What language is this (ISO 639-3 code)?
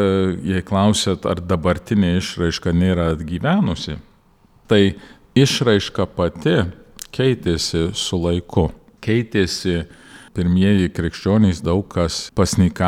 lit